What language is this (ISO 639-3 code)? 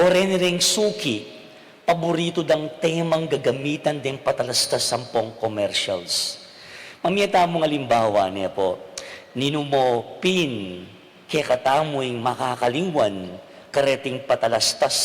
pam